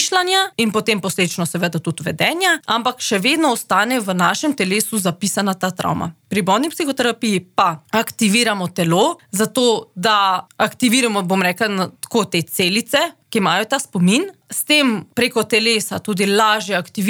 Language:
Slovenian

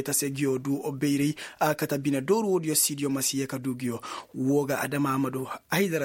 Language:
Koyraboro Senni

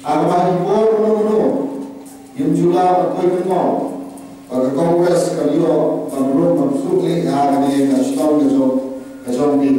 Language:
Khasi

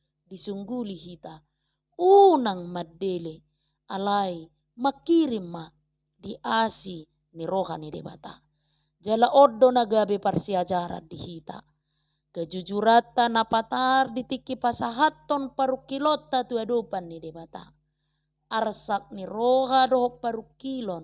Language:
Batak Toba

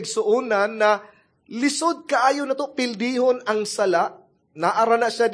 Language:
Cebuano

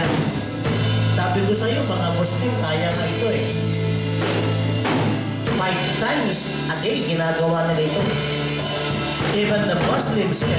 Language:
Filipino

